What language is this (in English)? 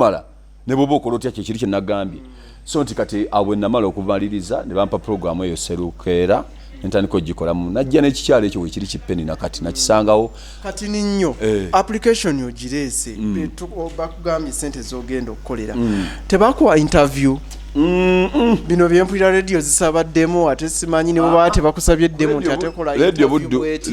Ganda